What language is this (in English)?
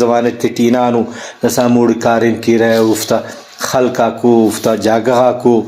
Brahui